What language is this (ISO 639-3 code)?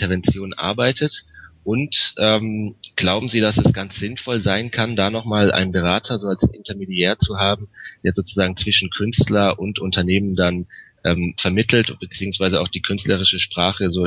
deu